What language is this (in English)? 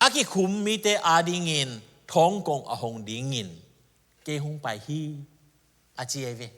Tedim Chin